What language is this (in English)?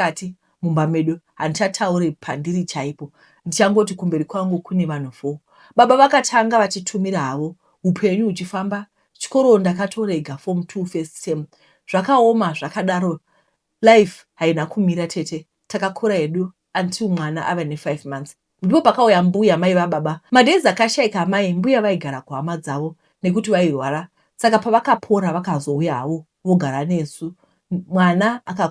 Shona